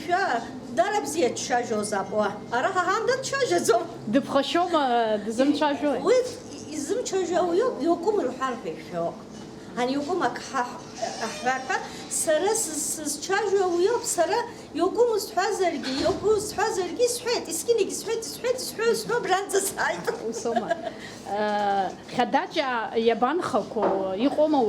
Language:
Abkhazian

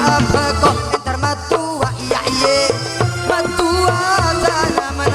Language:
Madurese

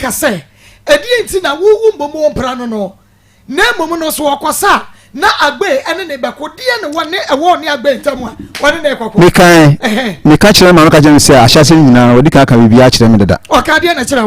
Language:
Akan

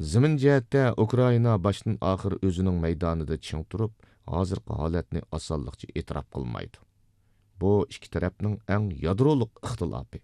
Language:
Uyghur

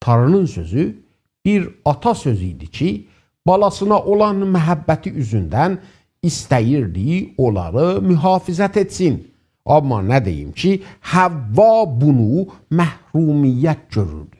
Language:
South Azerbaijani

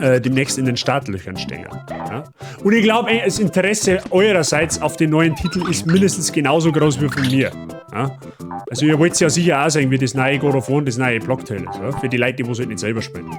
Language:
Bavarian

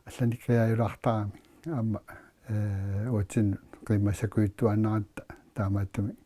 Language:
Kalaallisut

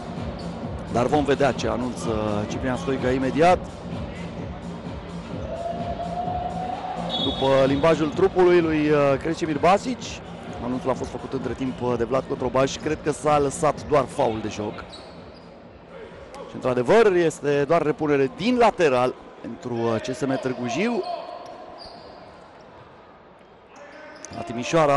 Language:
Romanian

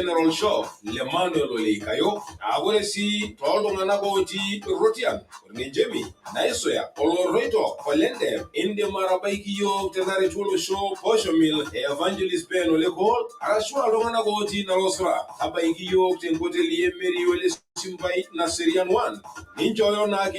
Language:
Masai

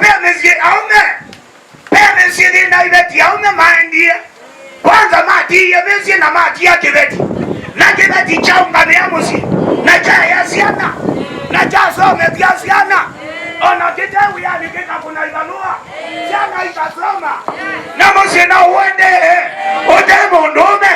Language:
Kamba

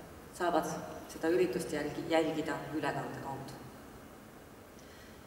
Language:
Estonian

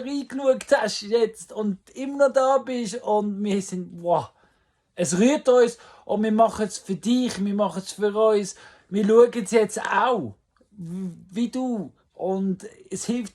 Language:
Swiss German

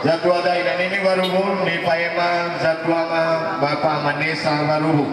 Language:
Nias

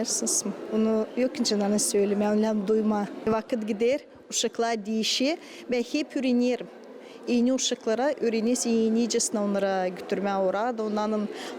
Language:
Gagauz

